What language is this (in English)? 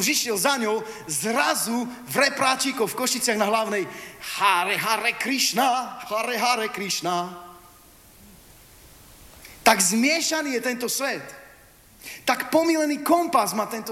Slovak